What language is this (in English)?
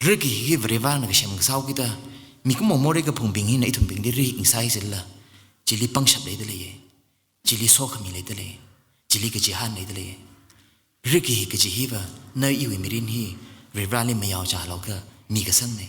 Tangkhul Naga (India)